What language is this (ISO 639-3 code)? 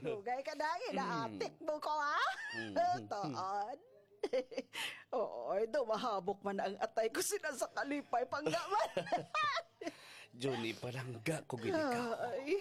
hil